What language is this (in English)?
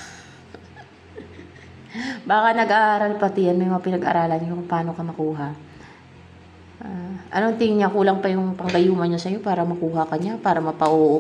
Filipino